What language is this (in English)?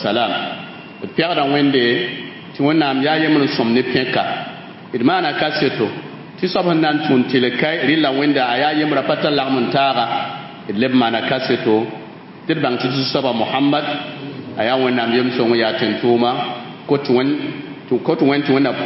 Mossi